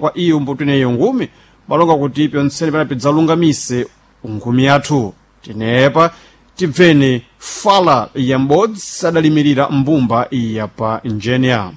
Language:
Sena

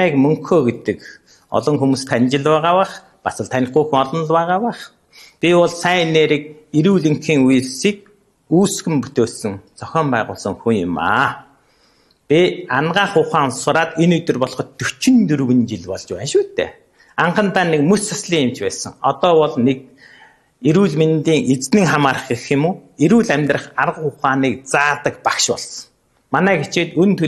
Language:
Mongolian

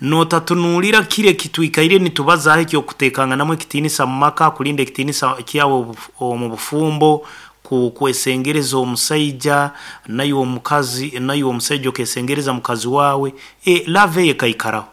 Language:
Nyankole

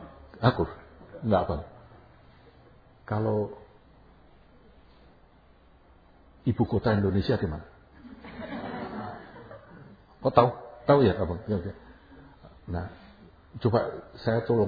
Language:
Indonesian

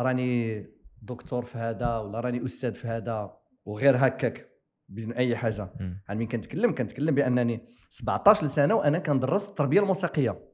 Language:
Moroccan Arabic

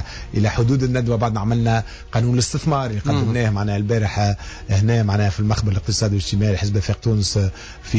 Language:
Tunisian Arabic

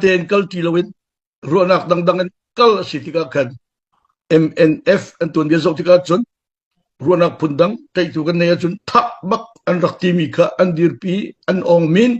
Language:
Hakha Chin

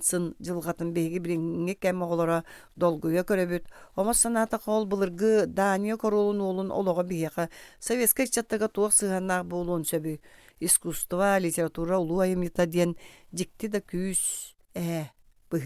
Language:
Yakut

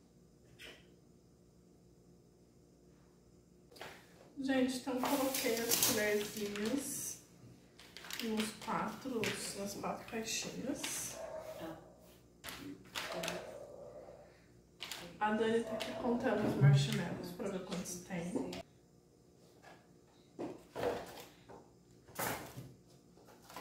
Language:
Portuguese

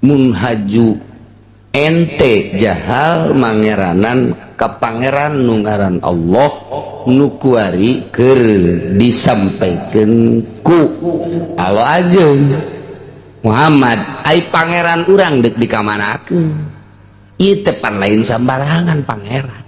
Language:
Sundanese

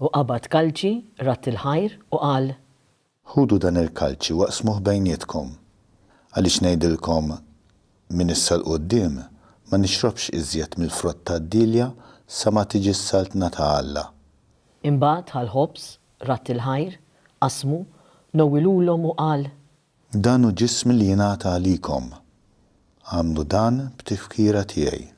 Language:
Maltese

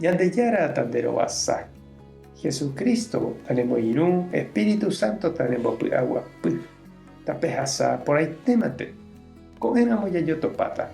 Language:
Guarani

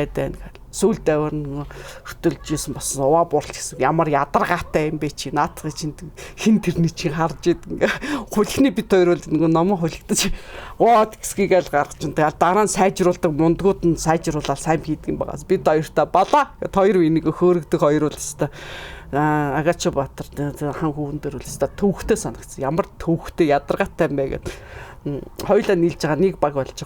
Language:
Mongolian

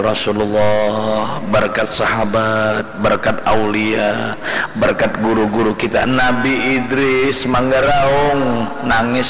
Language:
Banjar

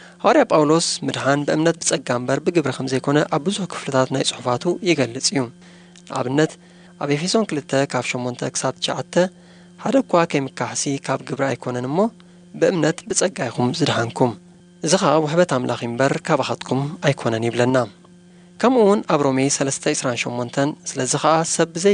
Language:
Tigrinya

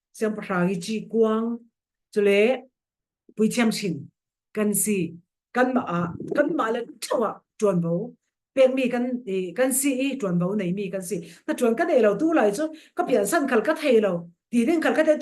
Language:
Falam Chin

